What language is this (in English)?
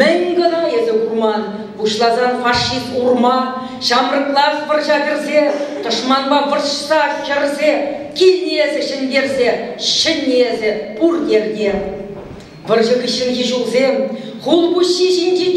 Chuvash